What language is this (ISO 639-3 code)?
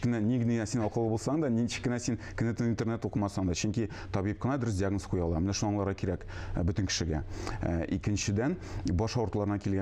tat